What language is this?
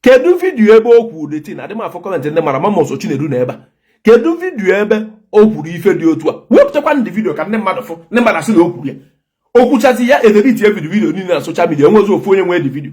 Igbo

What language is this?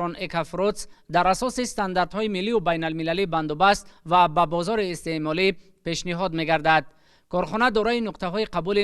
Tajik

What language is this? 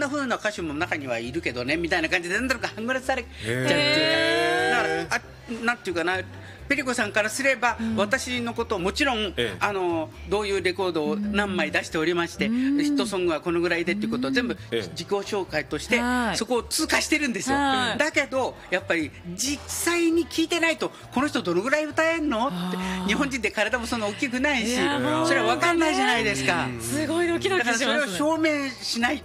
Japanese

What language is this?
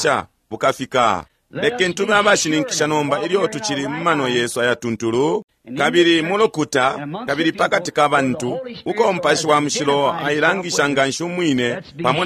Bemba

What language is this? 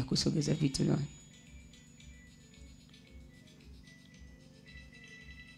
Swahili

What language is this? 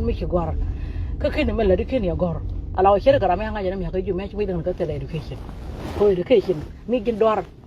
Nuer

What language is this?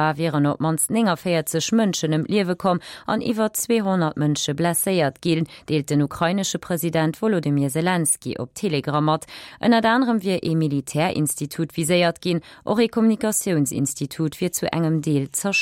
Luxembourgish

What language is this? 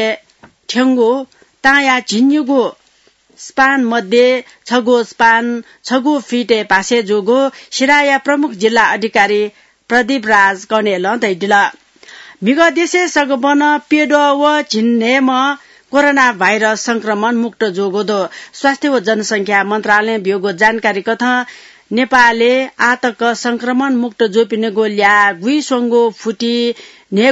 Newari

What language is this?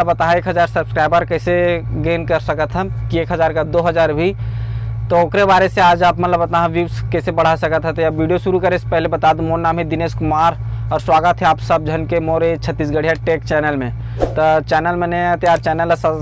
Chhattisgarhi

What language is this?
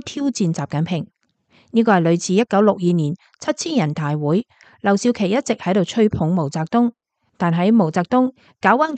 Cantonese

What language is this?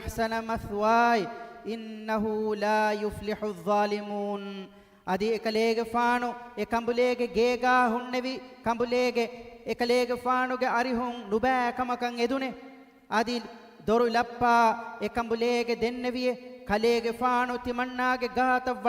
Divehi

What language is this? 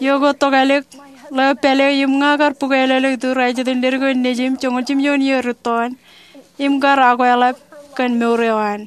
Marshallese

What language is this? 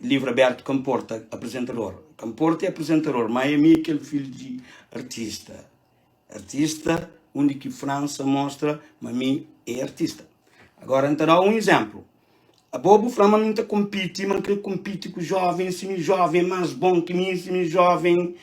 Kabuverdianu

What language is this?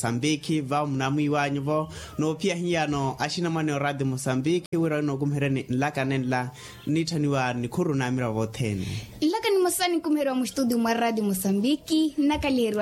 Makhuwa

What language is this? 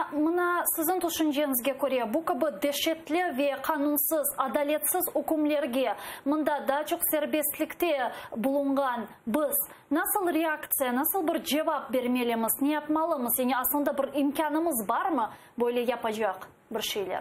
Crimean Tatar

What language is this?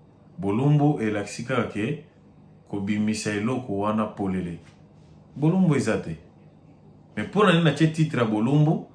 Lingala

